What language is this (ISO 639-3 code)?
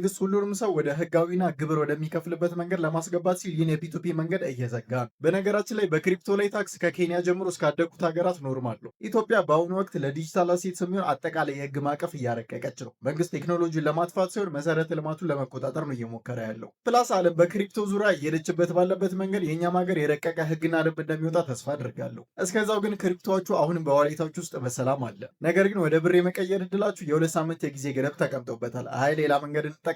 amh